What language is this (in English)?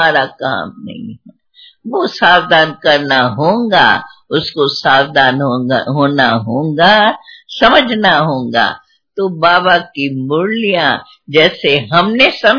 Hindi